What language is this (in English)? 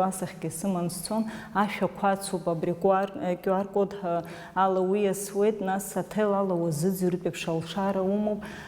Abkhazian